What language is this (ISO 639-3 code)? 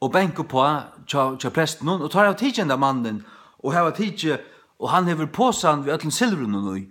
fao